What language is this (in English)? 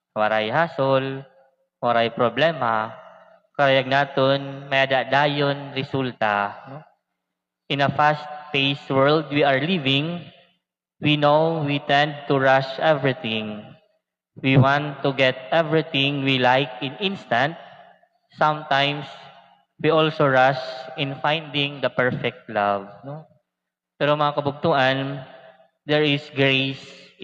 Waray